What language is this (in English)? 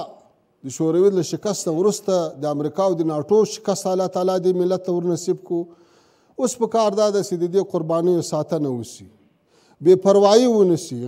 Pashto